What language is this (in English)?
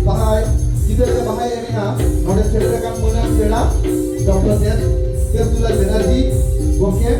Santali